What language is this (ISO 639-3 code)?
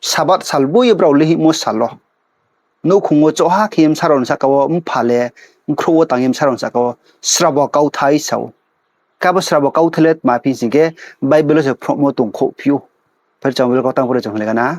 ria